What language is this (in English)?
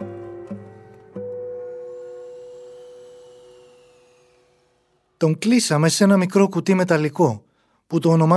Greek